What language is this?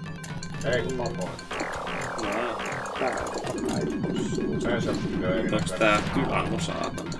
Finnish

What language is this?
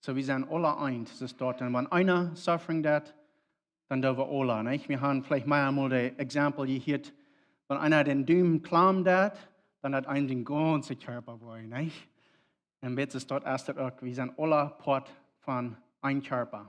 Plautdietsch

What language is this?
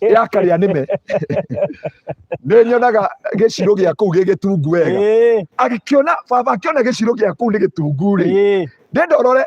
Kikuyu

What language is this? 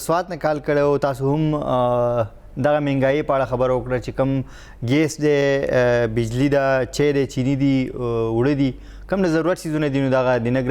Pashto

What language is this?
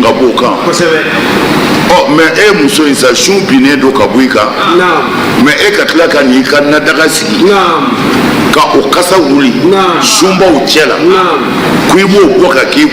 Bambara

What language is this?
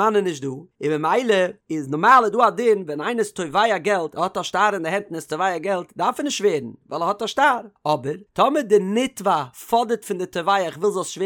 Yiddish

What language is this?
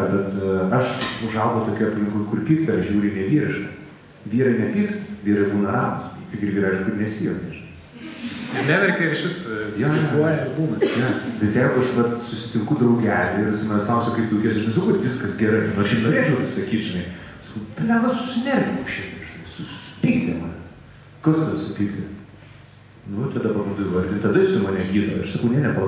Lithuanian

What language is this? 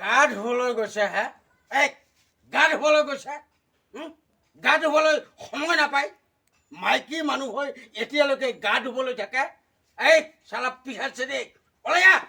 Assamese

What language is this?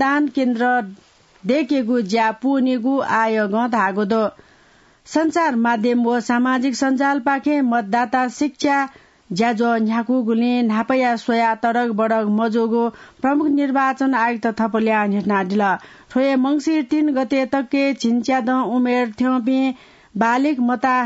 Newari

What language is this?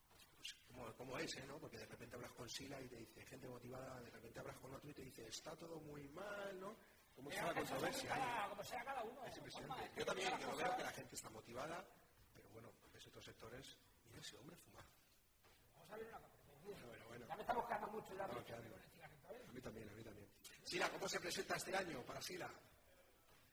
Spanish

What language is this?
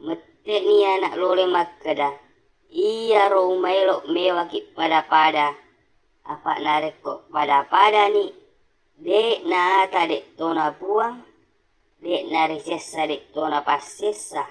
Buginese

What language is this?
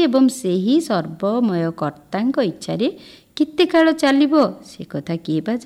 Odia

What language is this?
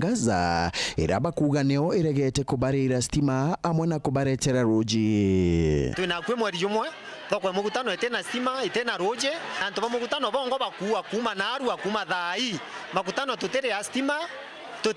Meru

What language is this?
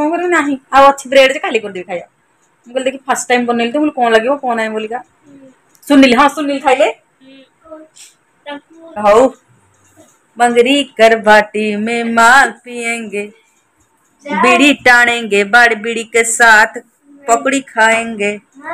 Odia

